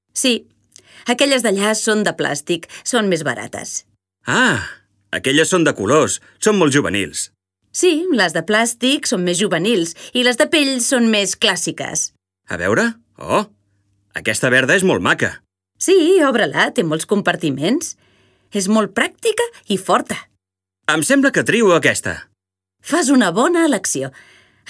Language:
Catalan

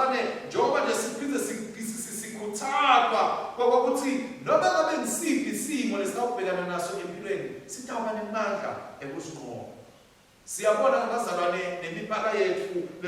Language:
Swati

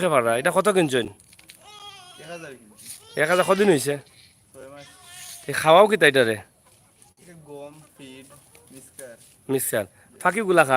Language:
Sylheti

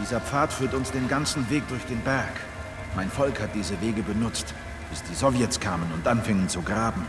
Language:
Swiss German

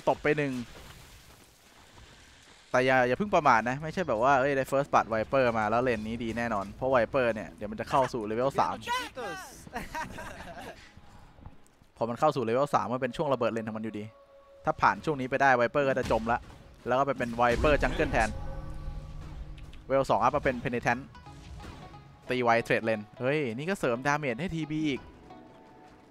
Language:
Thai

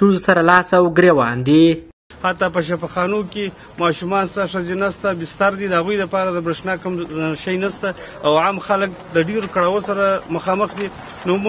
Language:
Pashto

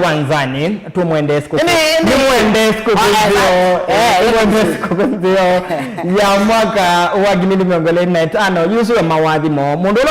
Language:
Kamba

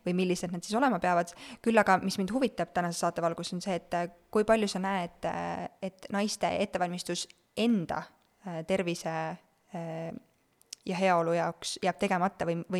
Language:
Estonian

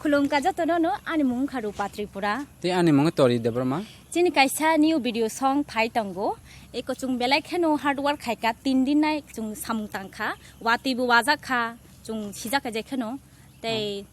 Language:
Kok Borok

